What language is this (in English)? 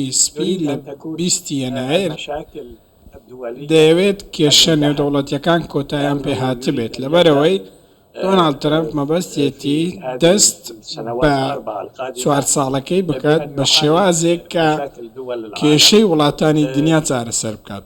Central Kurdish